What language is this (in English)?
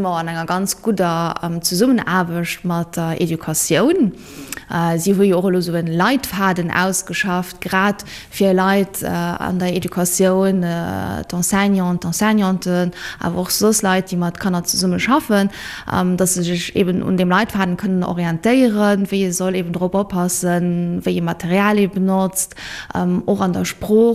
Luxembourgish